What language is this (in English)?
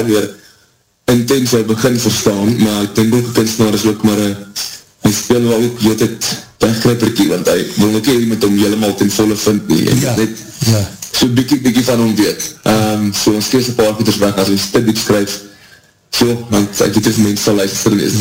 Afrikaans